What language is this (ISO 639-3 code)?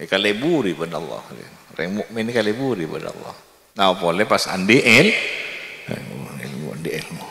mad